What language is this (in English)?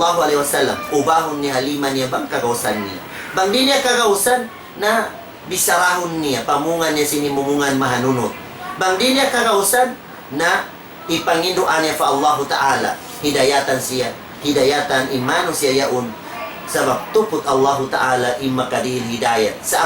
Tausug